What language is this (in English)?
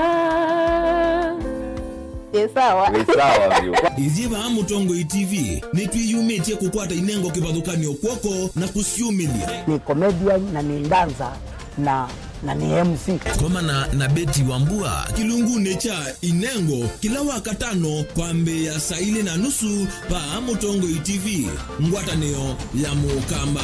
Kamba